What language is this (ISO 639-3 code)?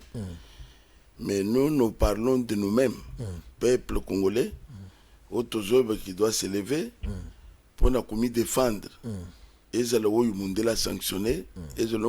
lin